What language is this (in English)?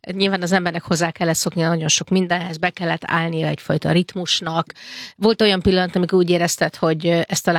Hungarian